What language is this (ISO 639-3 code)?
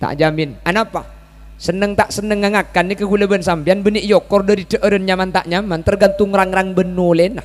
mad